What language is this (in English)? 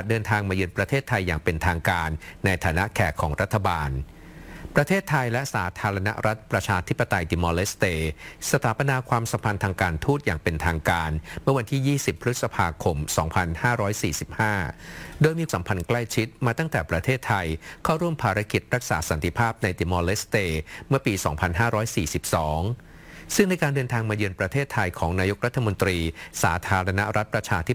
Thai